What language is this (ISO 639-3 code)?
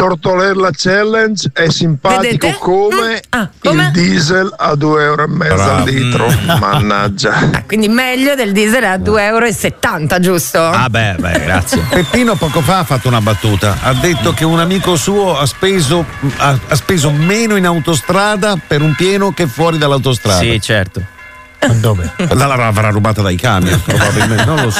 ita